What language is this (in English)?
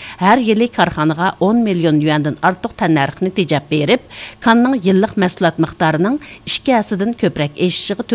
Uyghur